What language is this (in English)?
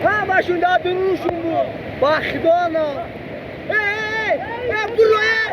Tajik